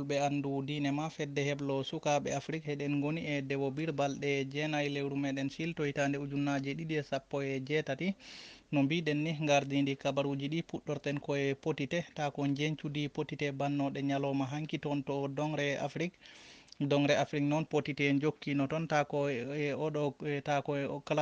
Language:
Fula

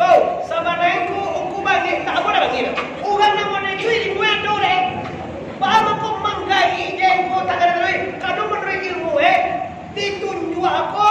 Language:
Minangkabau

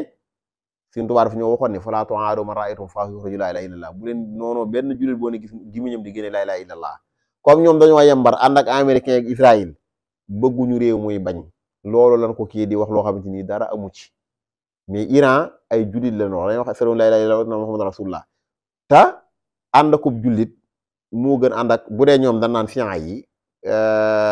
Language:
Wolof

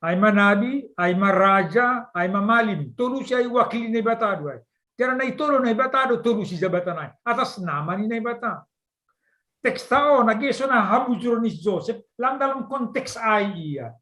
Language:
Batak Simalungun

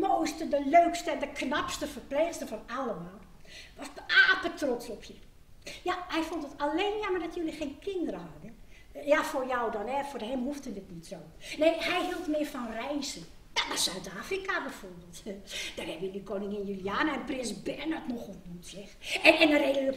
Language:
Dutch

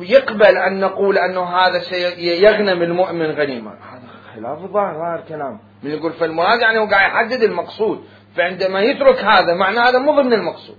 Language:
Mesopotamian Arabic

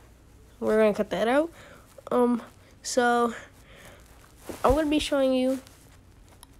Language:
English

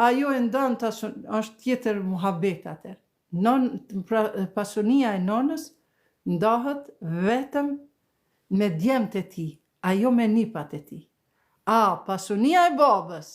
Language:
Albanian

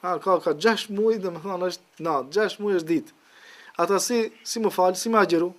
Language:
Albanian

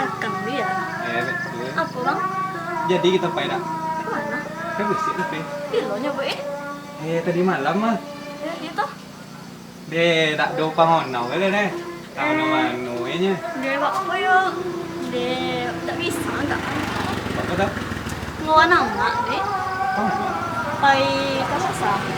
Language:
Minangkabau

